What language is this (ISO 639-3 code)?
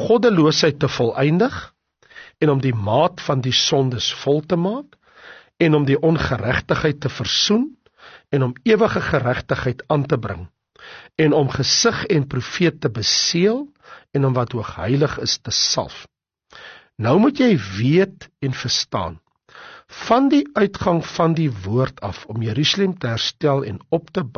afr